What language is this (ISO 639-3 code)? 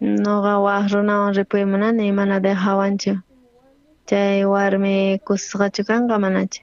quh